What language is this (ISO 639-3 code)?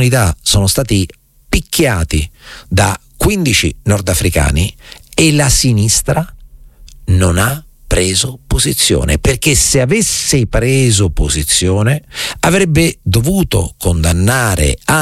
ita